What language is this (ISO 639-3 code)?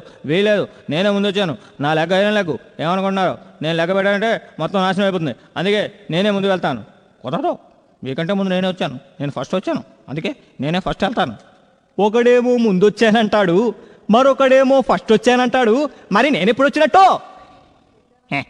tel